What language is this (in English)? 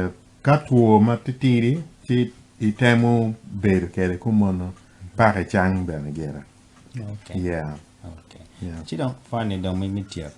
Acoli